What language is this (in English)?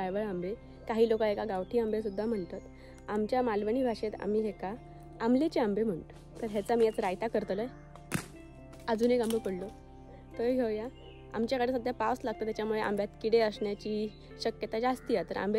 Marathi